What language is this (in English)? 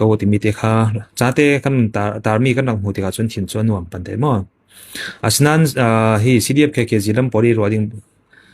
Falam Chin